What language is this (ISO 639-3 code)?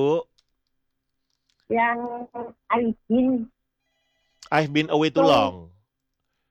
ind